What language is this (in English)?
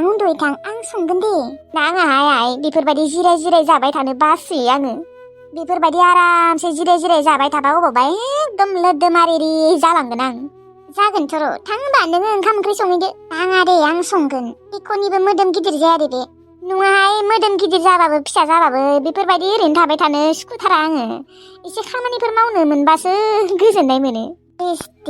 Bodo